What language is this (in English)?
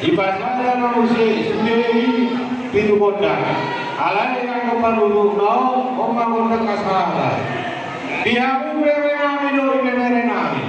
Batak Toba